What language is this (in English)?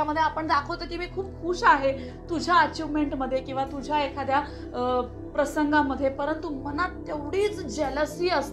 Marathi